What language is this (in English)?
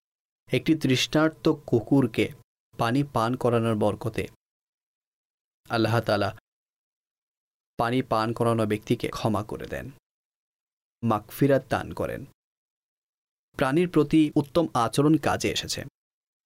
Bangla